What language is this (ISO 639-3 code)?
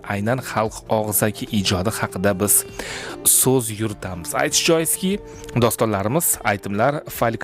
uzb